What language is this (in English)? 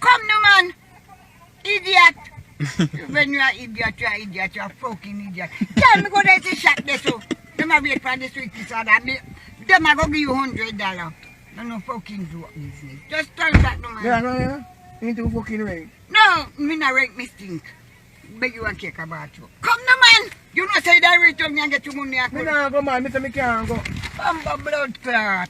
Jamaican Creole English